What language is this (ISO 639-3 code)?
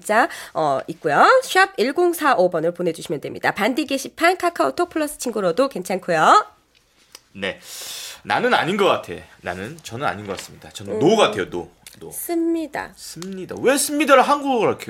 kor